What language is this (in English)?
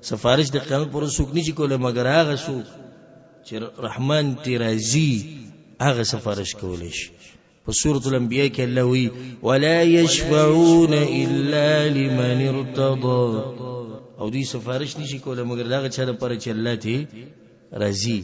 Pashto